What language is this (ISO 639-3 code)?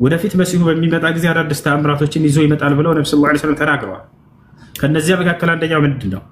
amh